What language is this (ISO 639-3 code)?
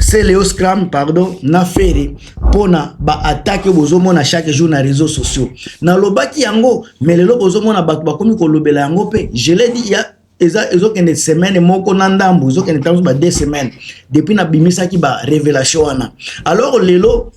lin